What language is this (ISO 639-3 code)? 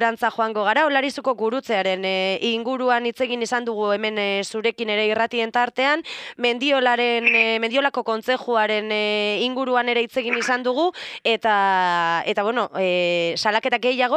eus